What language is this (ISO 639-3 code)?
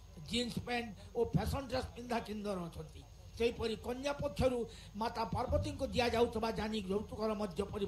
ori